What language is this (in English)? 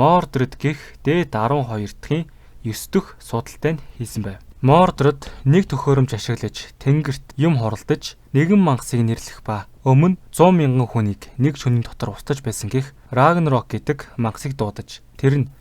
Mongolian